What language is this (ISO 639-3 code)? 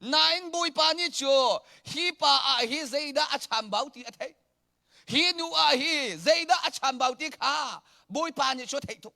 cnh